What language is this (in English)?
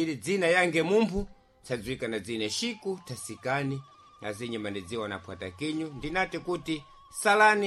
Sena